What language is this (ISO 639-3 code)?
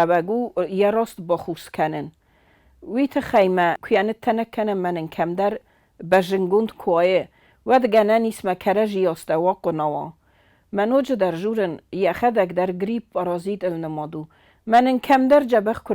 oss